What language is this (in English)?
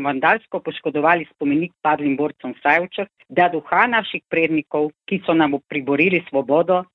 Slovenian